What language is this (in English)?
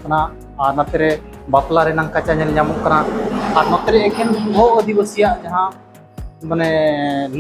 Santali